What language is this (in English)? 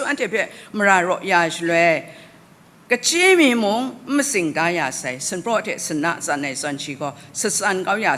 Kachin